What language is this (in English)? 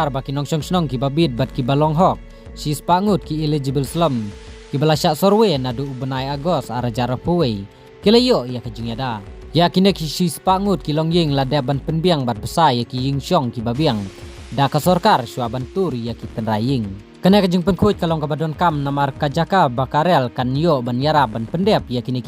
Khasi